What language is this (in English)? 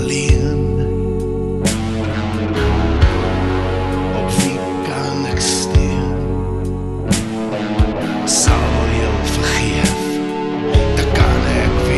Afrikaans